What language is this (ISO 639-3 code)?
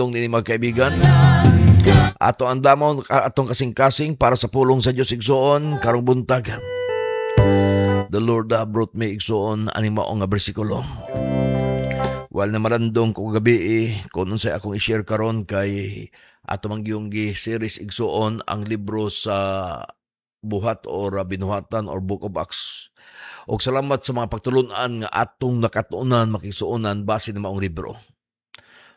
ceb